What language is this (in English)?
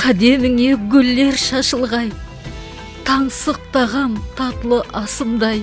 Kara-Kalpak